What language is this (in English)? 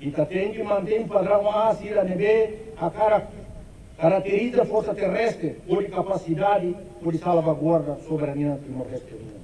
Tetum